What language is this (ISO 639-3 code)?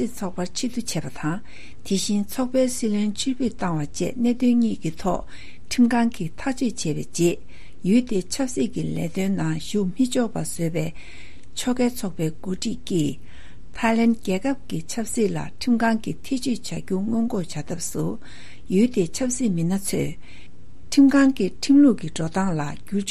bod